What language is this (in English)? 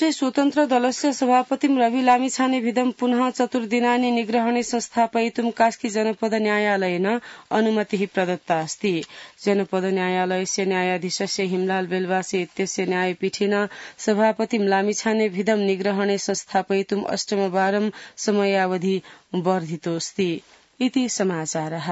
Sanskrit